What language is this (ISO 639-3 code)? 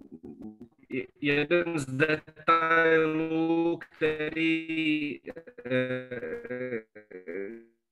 ces